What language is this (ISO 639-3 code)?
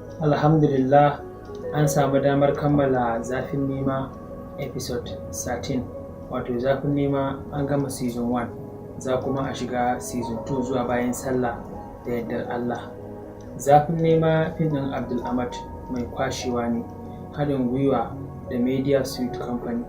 hau